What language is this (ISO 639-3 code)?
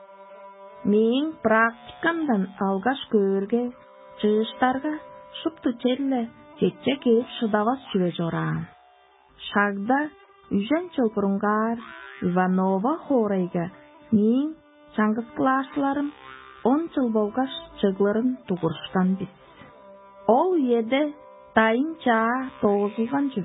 tyv